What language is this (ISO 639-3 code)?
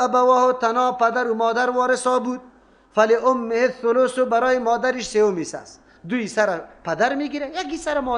fas